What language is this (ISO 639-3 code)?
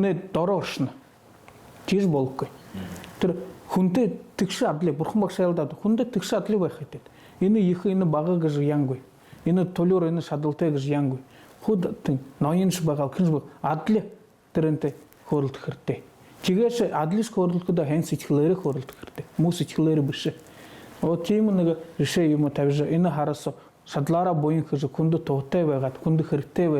bua